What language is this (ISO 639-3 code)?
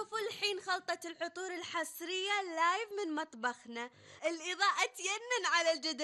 afb